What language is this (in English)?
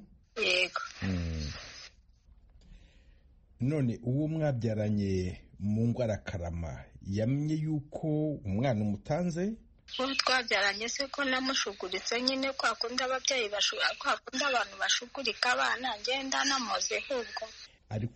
Kinyarwanda